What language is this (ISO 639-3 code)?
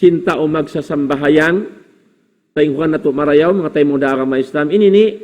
tsg